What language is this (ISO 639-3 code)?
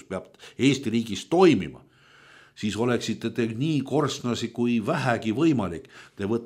est